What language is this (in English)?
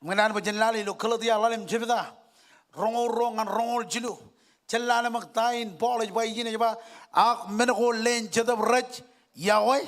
Marshallese